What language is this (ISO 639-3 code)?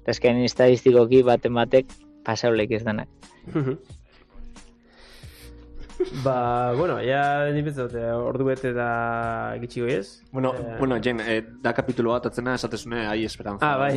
eus